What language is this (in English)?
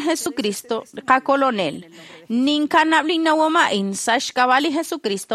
Kekchí